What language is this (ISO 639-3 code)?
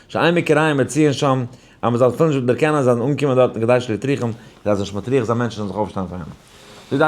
yid